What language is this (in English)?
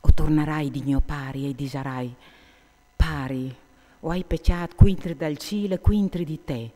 Friulian